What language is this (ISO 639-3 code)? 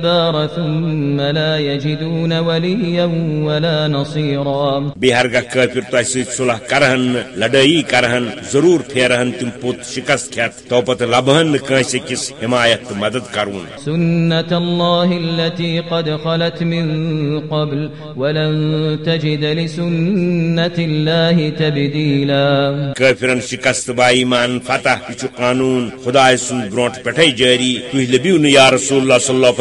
kas